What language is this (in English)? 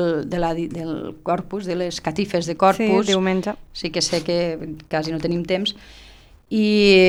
Catalan